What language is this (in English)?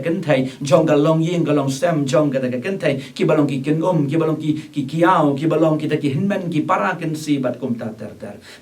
Khasi